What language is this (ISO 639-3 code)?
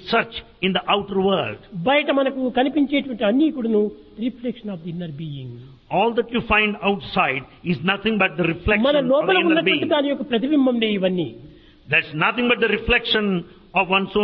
tel